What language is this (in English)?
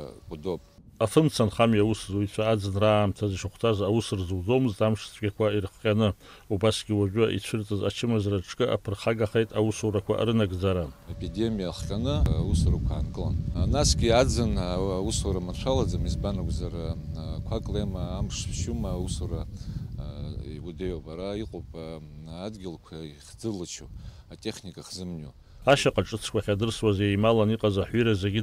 Abkhazian